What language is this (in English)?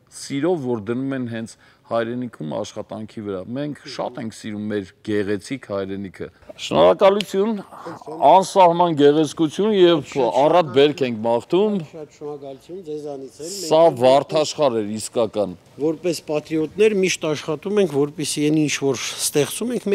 Armenian